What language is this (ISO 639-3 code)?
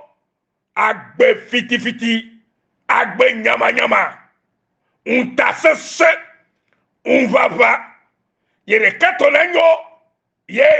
ewe